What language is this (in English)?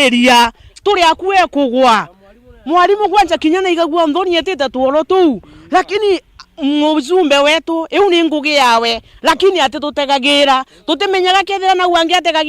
Meru